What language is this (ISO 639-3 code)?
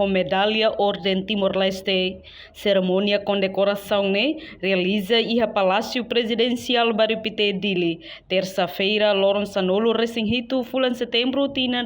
tet